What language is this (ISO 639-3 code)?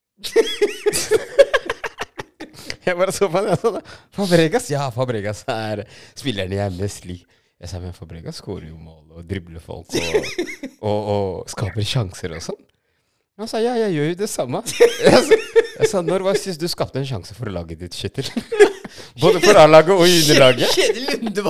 nor